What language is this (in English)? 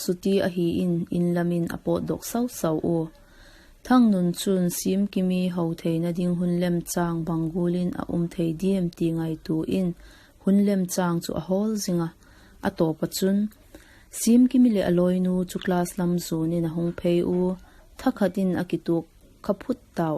Vaiphei